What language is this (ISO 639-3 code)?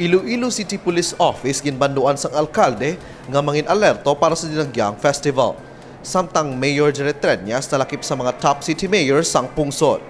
hil